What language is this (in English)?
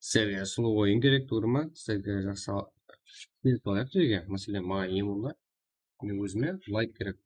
Kara-Kalpak